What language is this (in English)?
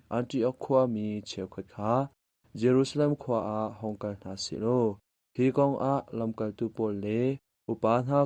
Hakha Chin